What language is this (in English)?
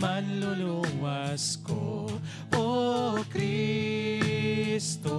Hiligaynon